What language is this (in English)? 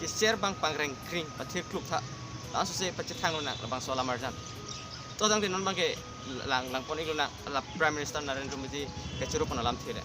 Karbi